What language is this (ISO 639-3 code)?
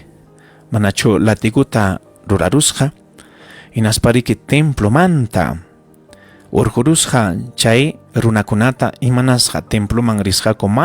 quy